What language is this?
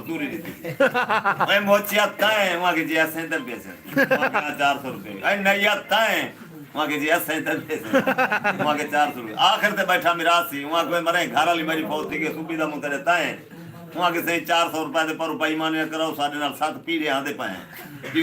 Saraiki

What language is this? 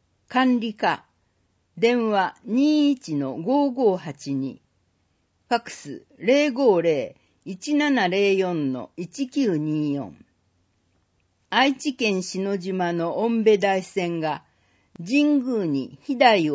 Japanese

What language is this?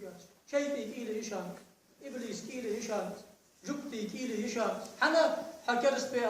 Ingush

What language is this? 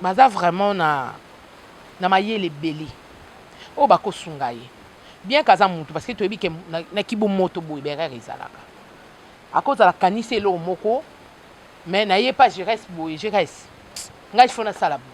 Lingala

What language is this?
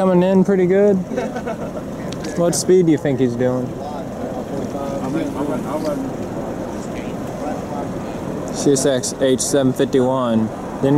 English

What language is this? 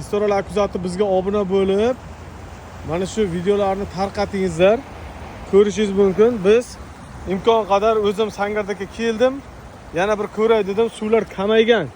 Uzbek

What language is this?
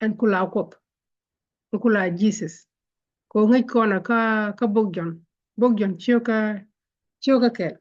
Nuer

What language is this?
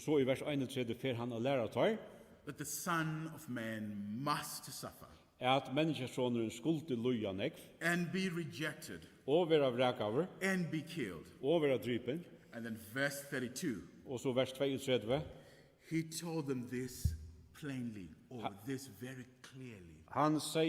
Faroese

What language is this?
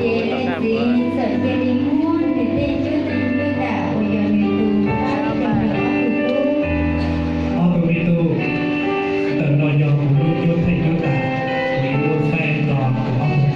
Hmong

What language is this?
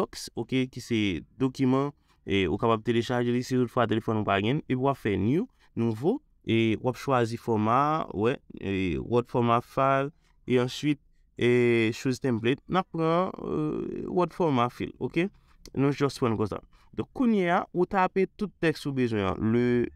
Haitian Creole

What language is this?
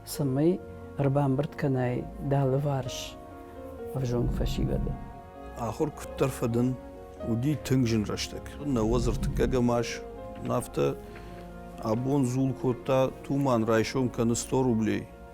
Ossetic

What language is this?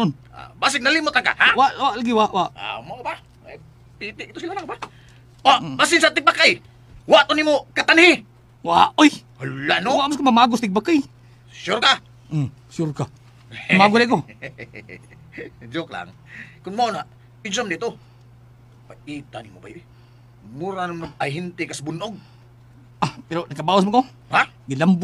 Cebuano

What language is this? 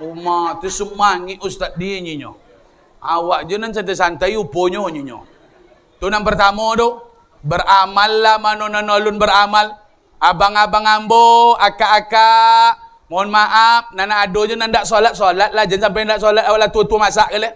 Minangkabau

